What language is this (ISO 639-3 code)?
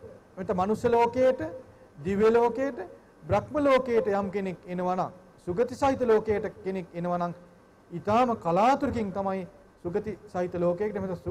sin